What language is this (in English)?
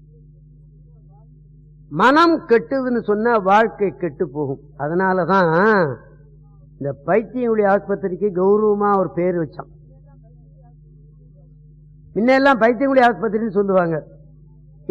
Tamil